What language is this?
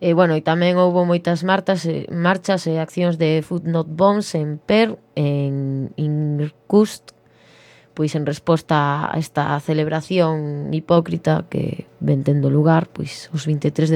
Galician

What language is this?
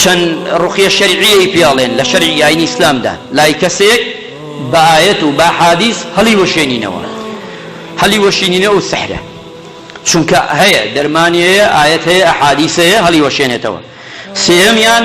Central Kurdish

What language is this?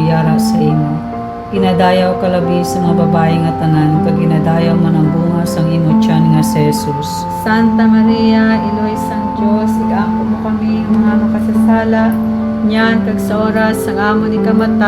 Hiligaynon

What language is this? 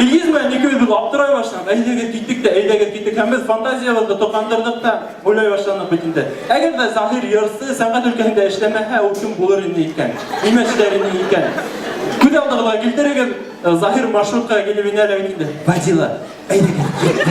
Bashkir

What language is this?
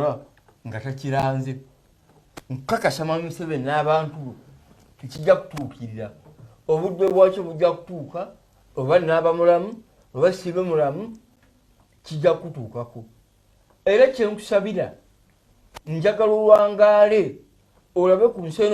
Ganda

